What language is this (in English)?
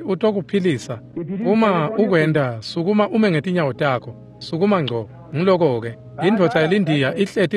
Swati